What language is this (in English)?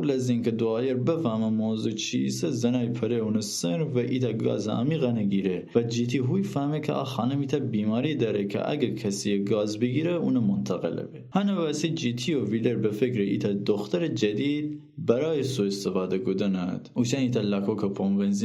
Gilaki